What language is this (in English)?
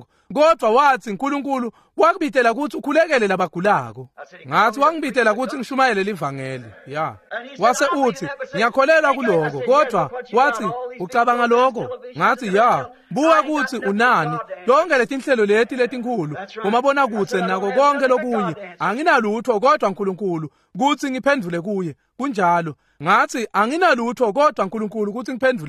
Swati